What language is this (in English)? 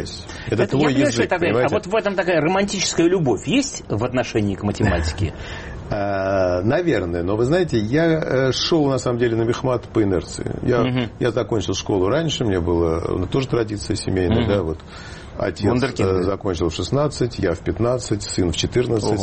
Russian